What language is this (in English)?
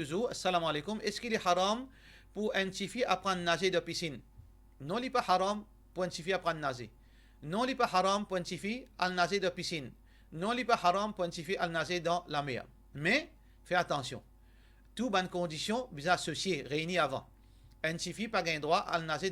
Morisyen